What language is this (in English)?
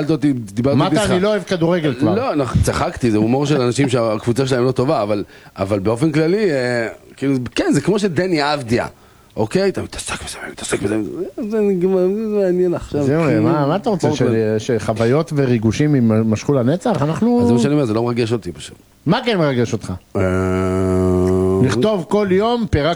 Hebrew